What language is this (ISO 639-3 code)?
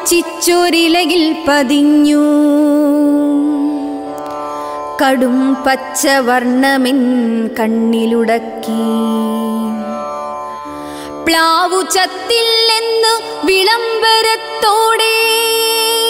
mal